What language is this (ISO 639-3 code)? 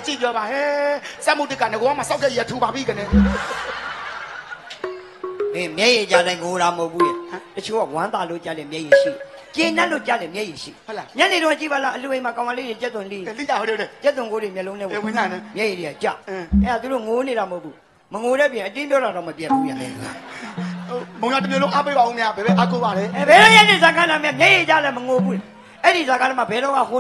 mya